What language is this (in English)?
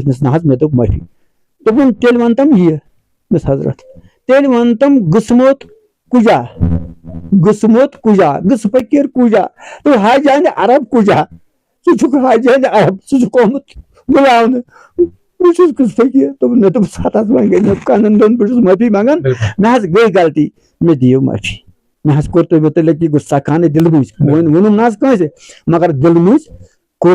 Kashmiri